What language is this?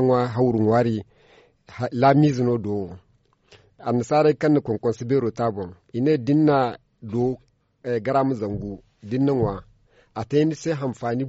Zarma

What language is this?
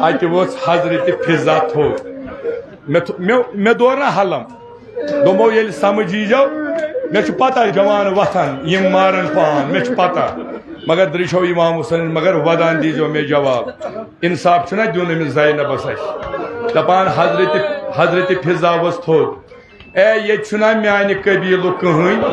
Kashmiri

